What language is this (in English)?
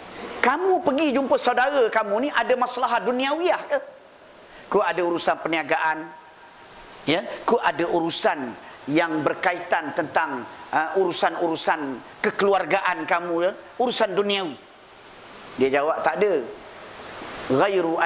Malay